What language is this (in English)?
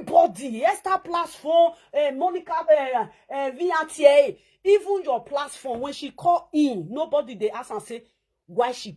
Nigerian Pidgin